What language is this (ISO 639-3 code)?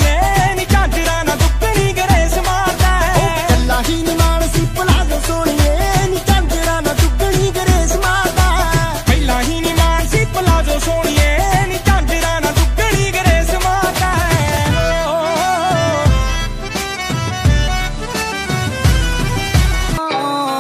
pan